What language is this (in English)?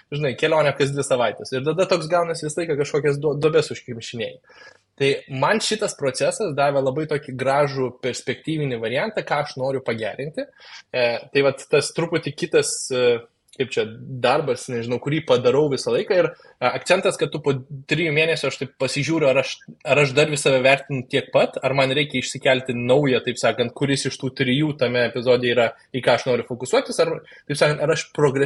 Lithuanian